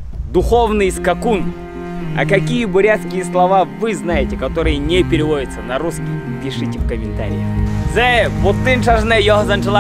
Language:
Buriat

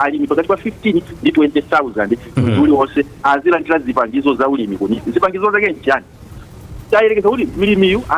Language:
Nyanja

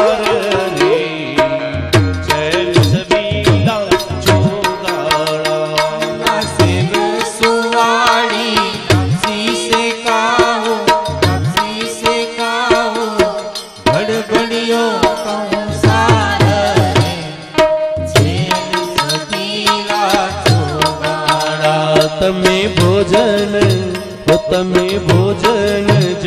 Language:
Gujarati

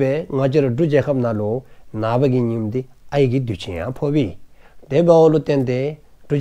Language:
Dzongkha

